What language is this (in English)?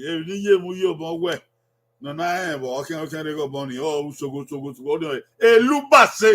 Bini